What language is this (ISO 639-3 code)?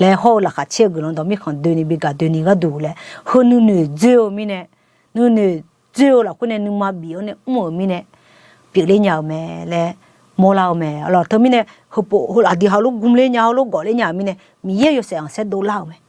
ahk